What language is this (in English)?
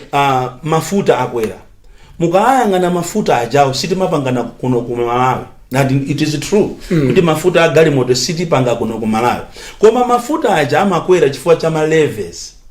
Nyanja